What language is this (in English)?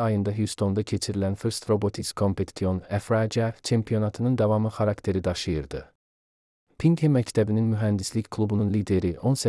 Azerbaijani